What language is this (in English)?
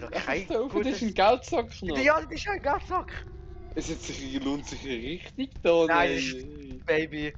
Swiss German